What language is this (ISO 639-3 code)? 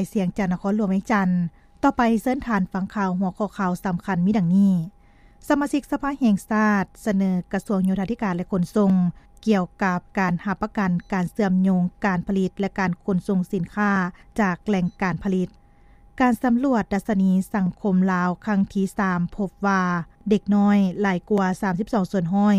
lao